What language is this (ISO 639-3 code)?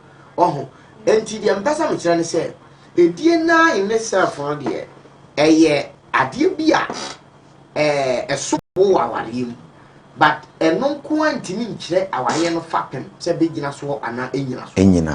aka